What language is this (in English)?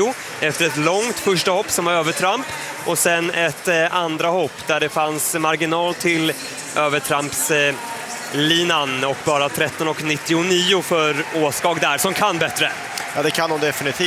Swedish